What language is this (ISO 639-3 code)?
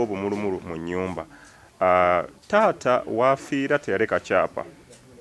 lug